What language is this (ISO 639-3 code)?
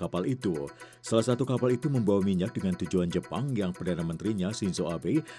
ind